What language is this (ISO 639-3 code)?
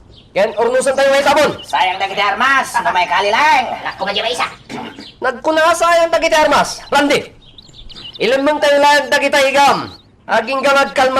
ilo